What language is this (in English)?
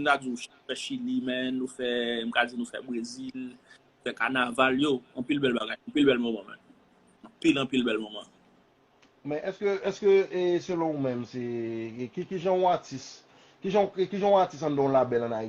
Haitian Creole